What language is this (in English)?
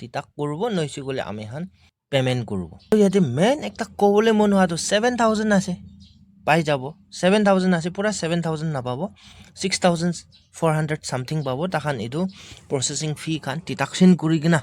Naga Pidgin